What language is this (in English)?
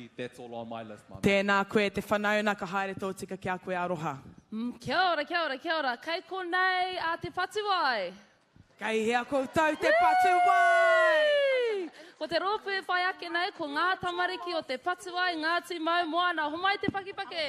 Māori